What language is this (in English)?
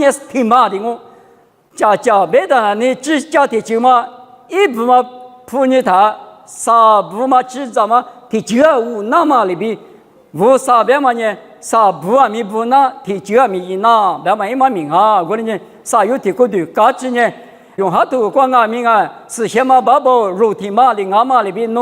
Lisu